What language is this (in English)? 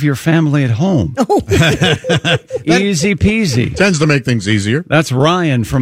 English